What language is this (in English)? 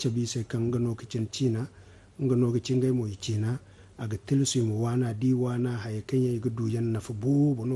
Zarma